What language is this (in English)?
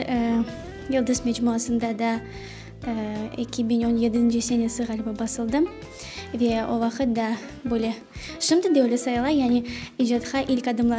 Crimean Tatar